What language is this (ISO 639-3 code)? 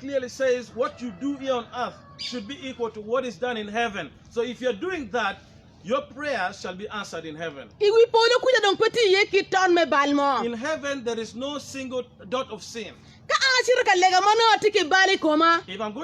ach